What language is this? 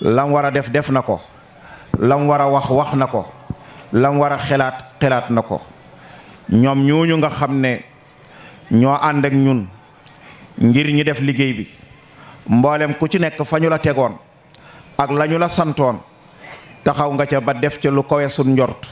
Wolof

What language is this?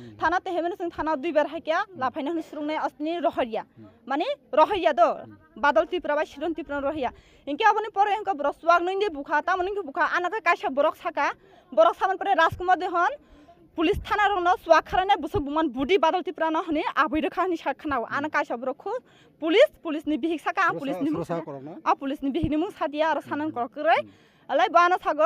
Kok Borok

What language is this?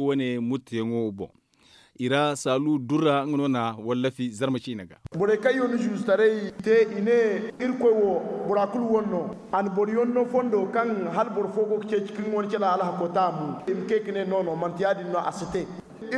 Zarma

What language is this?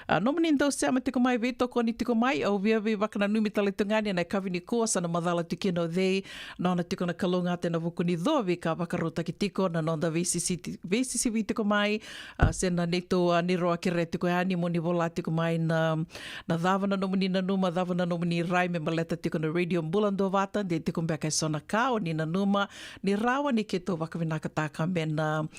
Fijian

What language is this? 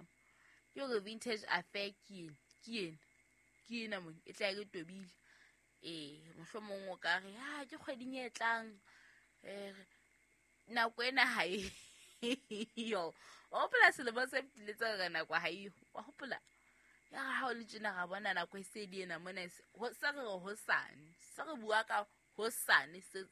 Southern Sotho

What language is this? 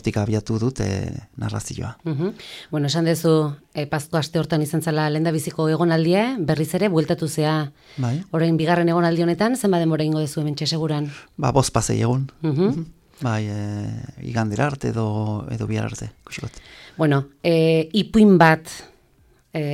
Basque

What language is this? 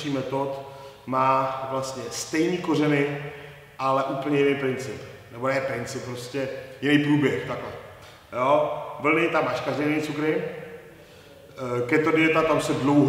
Czech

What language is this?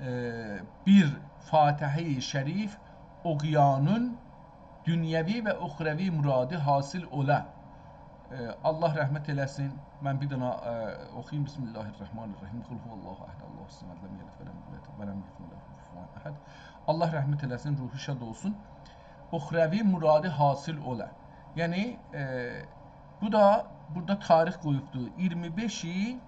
South Azerbaijani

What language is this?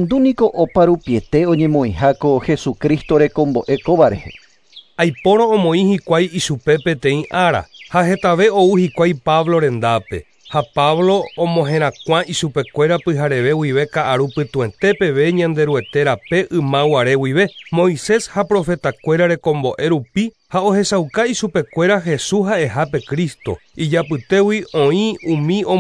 Guarani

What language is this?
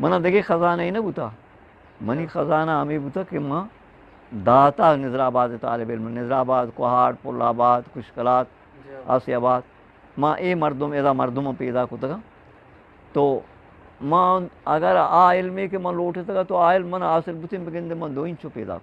Eastern Balochi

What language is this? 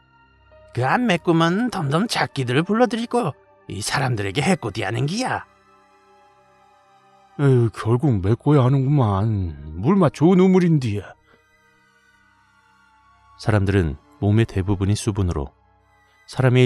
Korean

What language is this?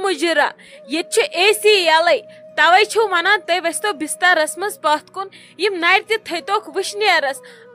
Kashmiri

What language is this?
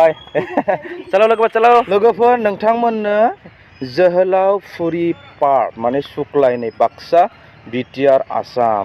Bodo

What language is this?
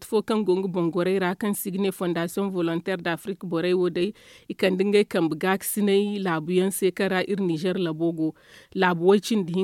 Zarma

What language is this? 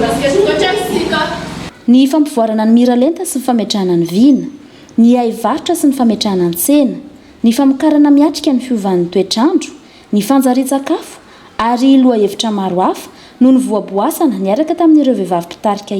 Malagasy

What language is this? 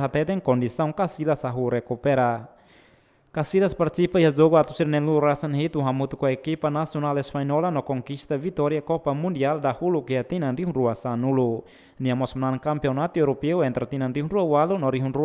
Tetum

